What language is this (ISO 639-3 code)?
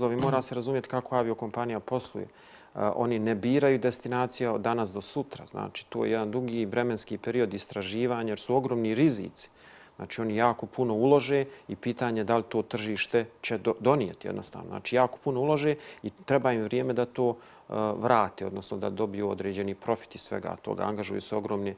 bos